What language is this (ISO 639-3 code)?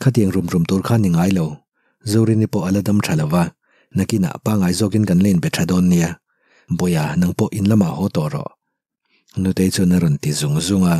lus